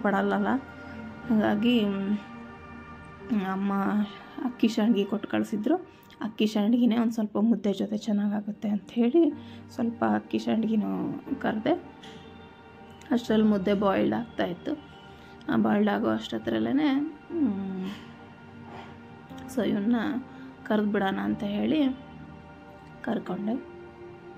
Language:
Kannada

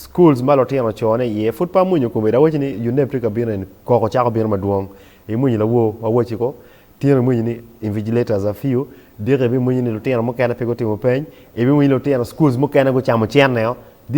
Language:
Acoli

